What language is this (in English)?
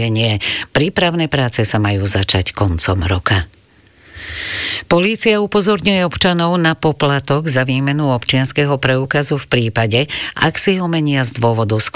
Slovak